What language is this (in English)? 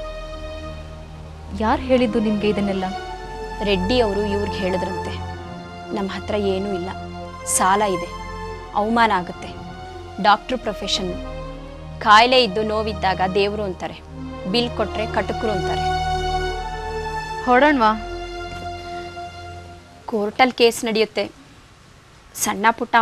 Kannada